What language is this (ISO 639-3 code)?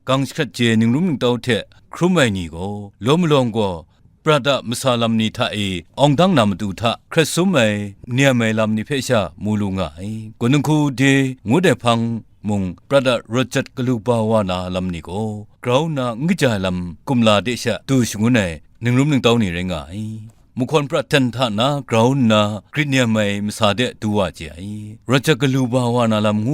kac